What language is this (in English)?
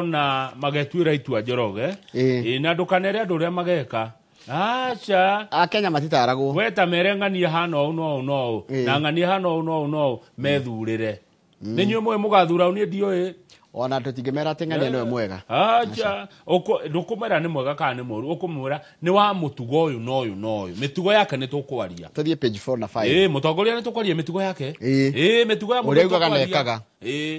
Kikuyu